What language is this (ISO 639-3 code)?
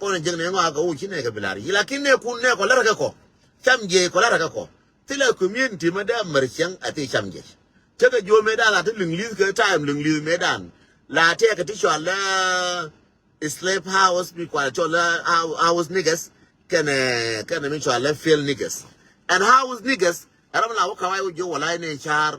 nus